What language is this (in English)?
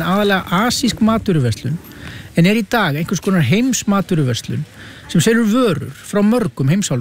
Icelandic